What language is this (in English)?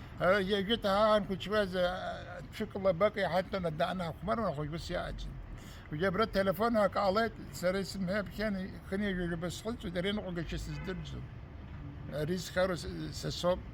Abkhazian